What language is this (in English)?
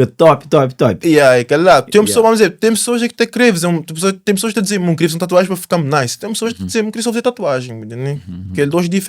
Kabuverdianu